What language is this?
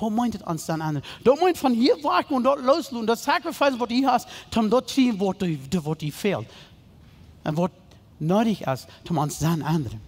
Plautdietsch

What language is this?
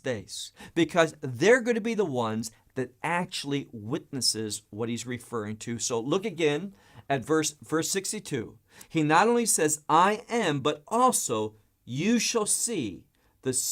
English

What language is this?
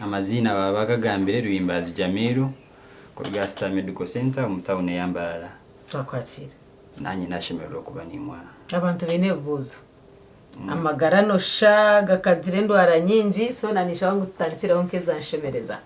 Nyankole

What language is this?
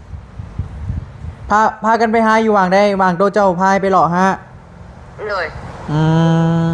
Northeastern Thai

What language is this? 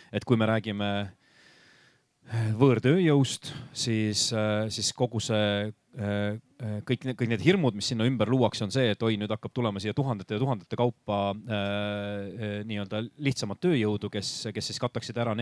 Estonian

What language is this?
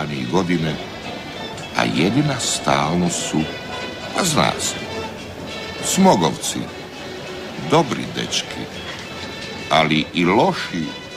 Croatian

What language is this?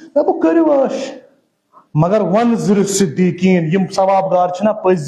Kashmiri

